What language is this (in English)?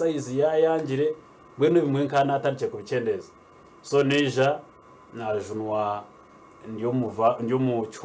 Nyankole